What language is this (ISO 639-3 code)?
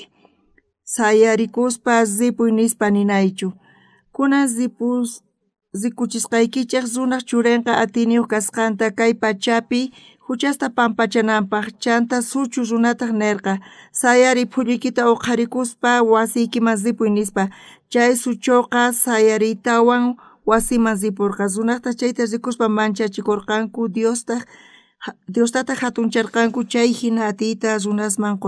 quh